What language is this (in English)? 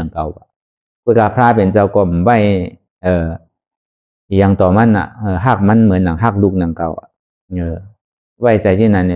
Shan